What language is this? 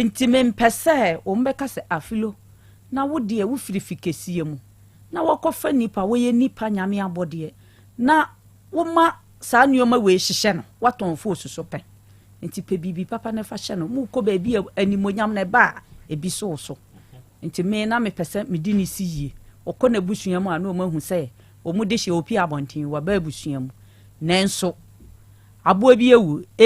Akan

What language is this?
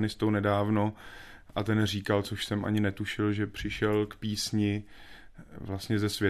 Czech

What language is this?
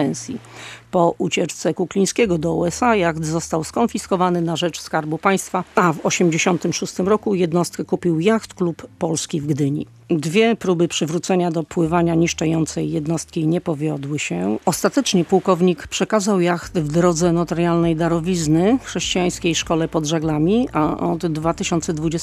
Polish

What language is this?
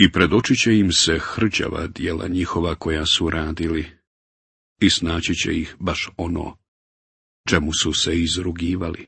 Bosnian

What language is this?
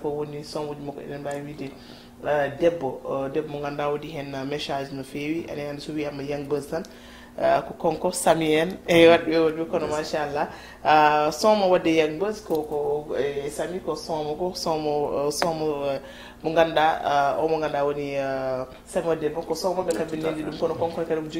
Fula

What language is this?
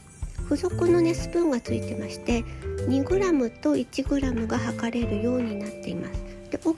Japanese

